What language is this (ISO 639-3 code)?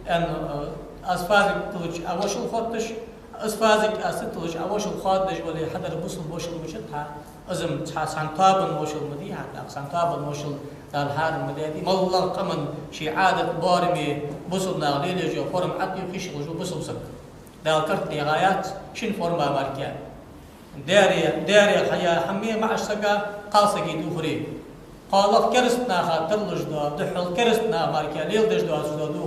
inh